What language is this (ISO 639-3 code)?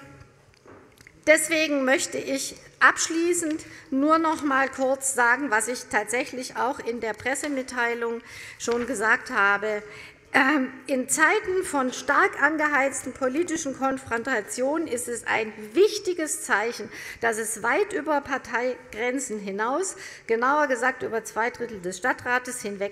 deu